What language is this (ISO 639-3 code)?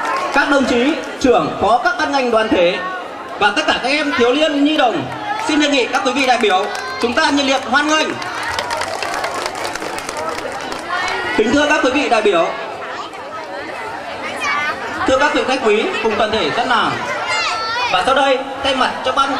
vie